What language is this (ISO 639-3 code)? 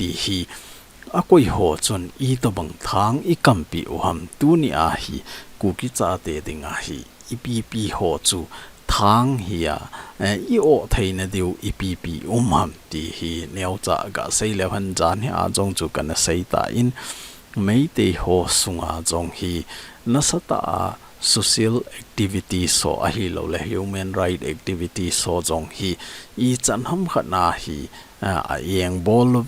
tcz